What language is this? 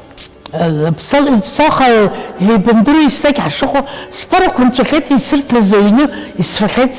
Abkhazian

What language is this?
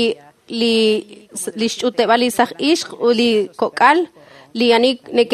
Kekchí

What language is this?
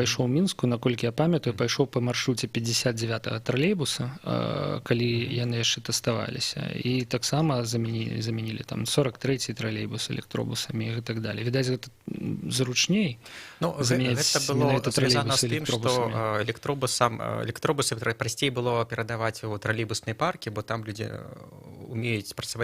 Belarusian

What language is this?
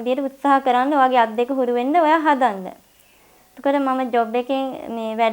Sinhala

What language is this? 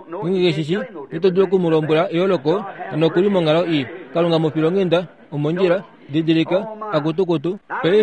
Kuanyama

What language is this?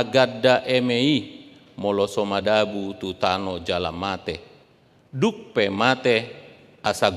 Batak Toba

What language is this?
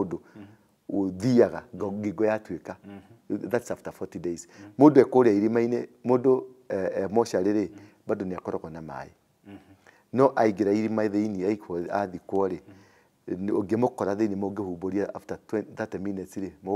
Kikuyu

